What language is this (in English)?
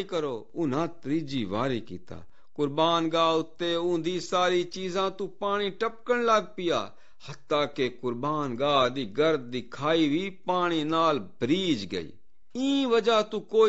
Saraiki